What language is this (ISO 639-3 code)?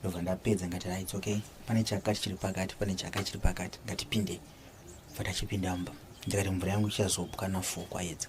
sna